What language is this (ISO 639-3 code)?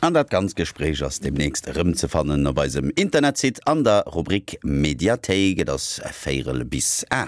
ltz